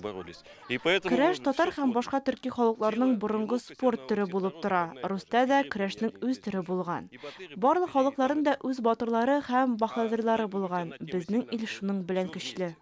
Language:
Tatar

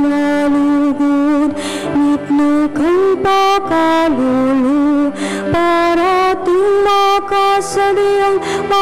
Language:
Pampanga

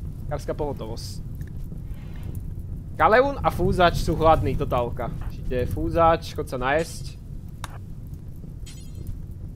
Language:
Slovak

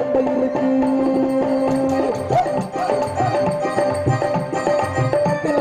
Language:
Tamil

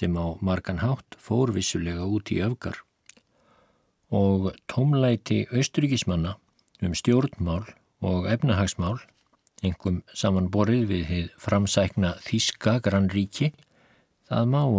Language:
Icelandic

